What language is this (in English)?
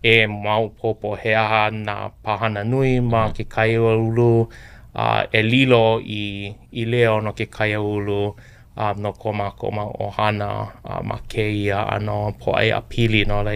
Hawaiian